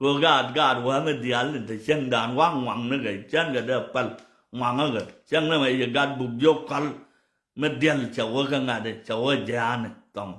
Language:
Nuer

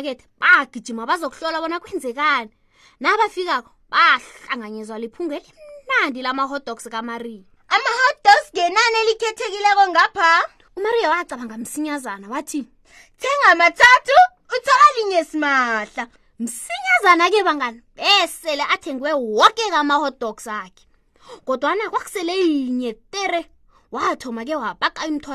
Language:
South Ndebele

